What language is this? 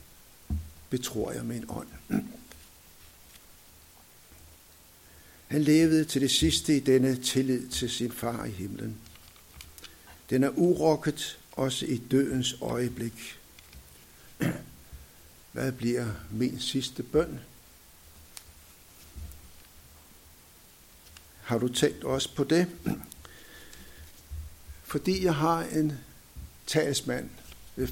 Danish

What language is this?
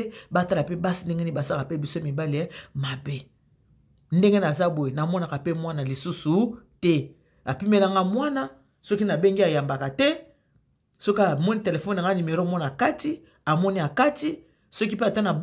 Lingala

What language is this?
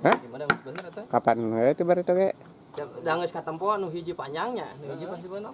Sundanese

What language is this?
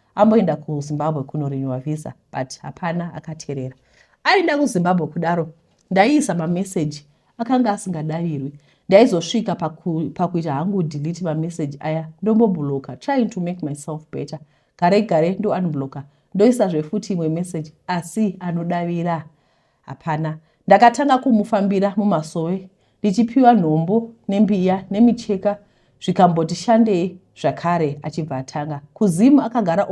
Shona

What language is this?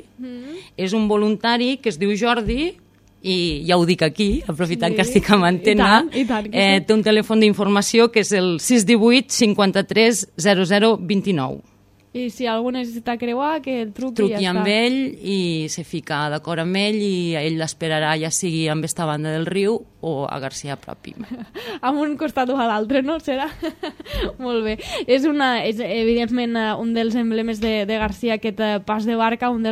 Catalan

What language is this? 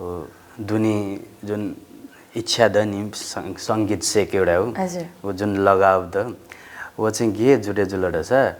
Newari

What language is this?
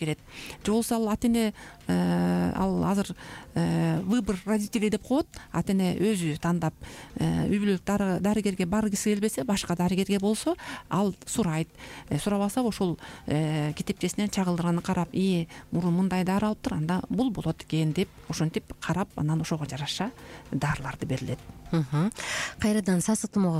Kyrgyz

